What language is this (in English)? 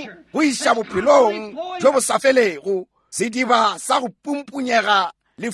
Northern Sotho